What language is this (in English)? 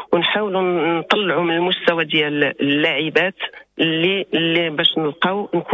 Moroccan Arabic